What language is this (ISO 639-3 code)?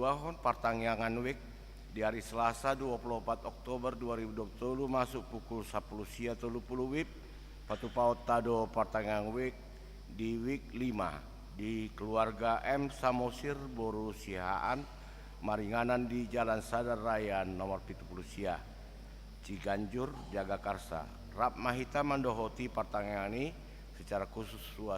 bbc